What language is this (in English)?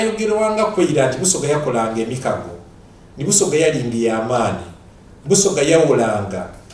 Soga